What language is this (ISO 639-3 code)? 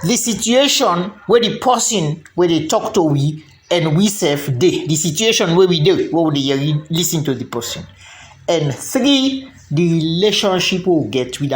kri